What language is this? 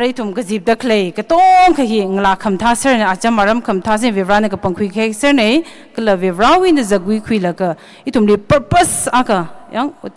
Tangkhul Naga (India)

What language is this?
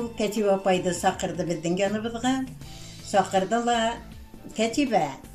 Bashkir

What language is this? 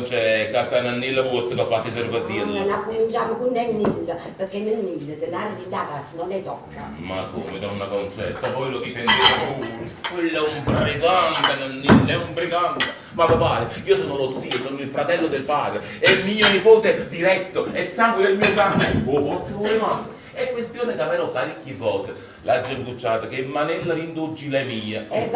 Neapolitan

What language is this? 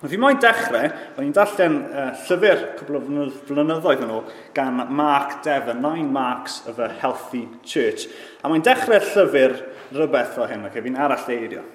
Welsh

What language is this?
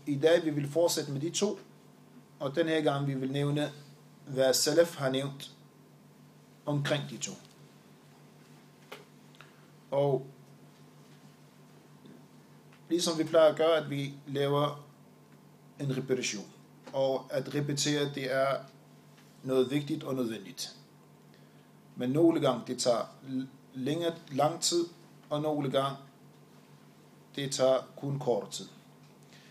Danish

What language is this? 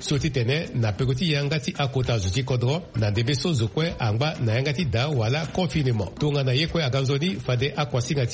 Sango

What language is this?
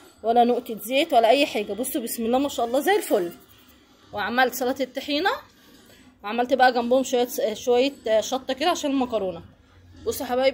Egyptian Arabic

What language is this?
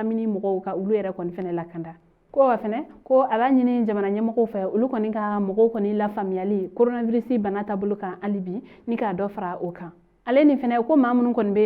Bambara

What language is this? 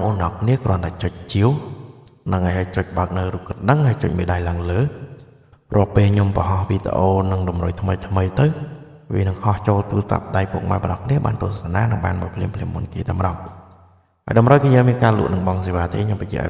Khmer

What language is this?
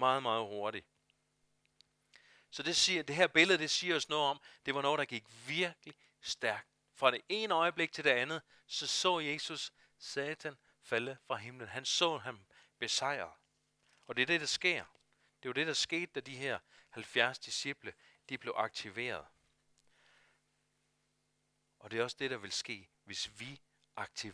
Danish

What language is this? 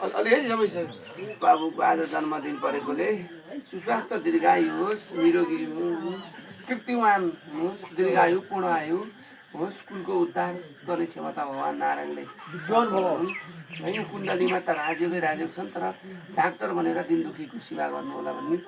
Nepali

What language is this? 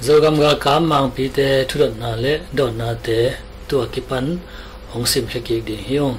Tedim Chin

